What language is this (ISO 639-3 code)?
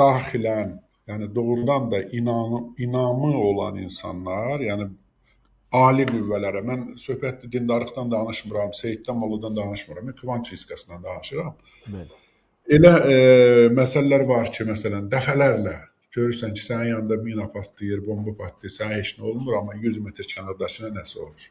aze